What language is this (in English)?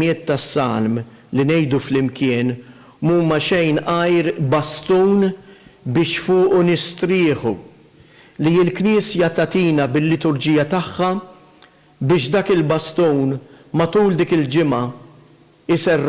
Maltese